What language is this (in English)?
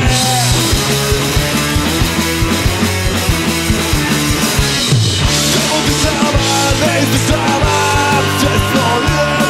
Serbian